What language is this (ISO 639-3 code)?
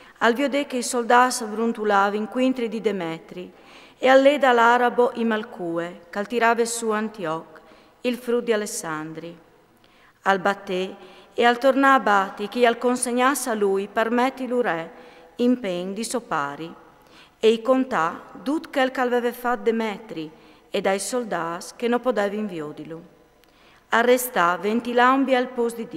fur